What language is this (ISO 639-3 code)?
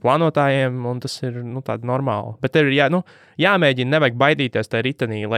lav